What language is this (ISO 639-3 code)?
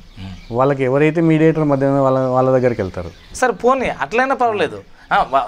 tel